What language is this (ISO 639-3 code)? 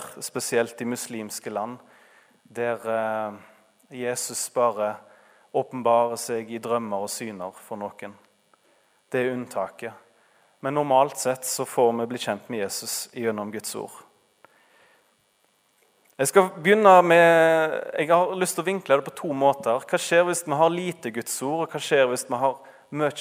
nor